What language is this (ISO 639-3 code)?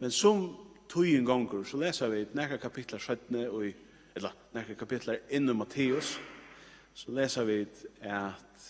fao